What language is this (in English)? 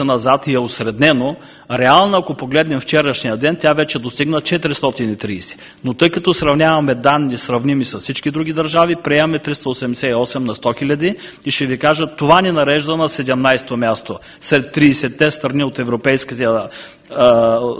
Bulgarian